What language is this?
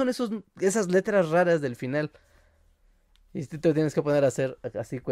Spanish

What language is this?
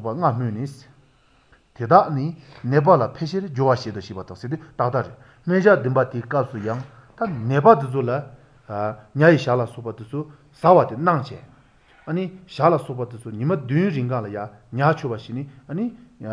Malagasy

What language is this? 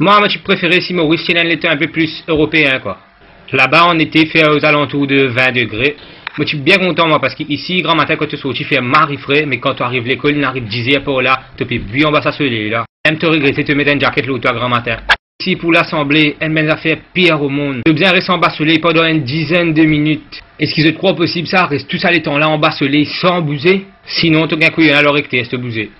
Morisyen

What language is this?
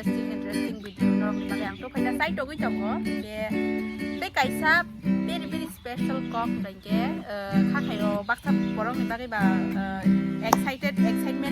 Kok Borok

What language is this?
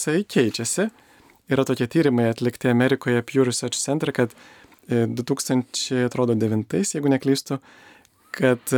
Lithuanian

